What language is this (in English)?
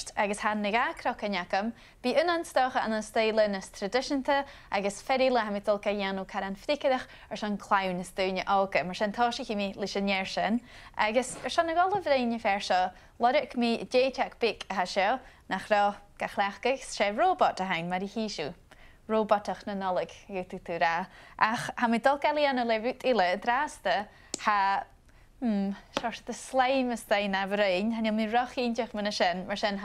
Scottish Gaelic